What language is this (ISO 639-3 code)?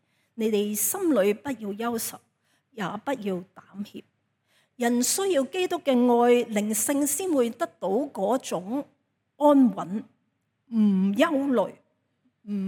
yue